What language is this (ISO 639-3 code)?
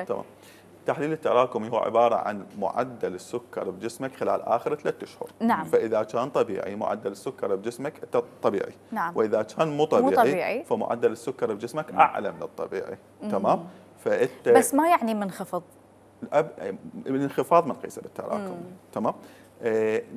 acm